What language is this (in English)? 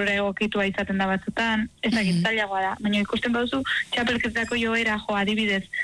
Basque